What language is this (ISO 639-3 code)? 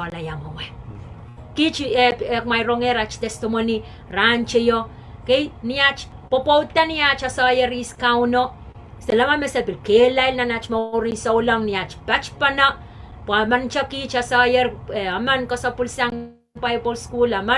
pon